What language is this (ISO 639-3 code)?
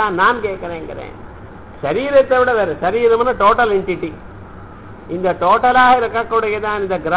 tam